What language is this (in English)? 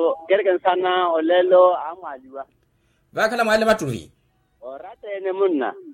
Makhuwa